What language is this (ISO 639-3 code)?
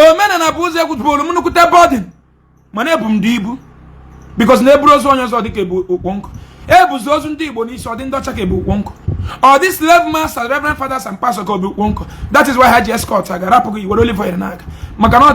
ibo